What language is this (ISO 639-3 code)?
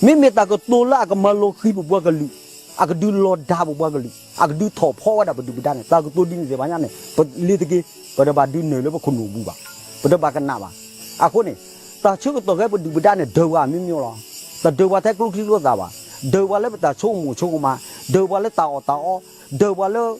ksw